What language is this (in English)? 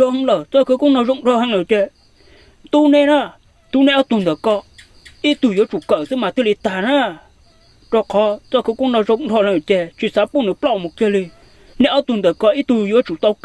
Hmong